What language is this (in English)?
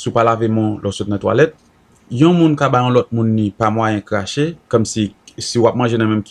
Haitian Creole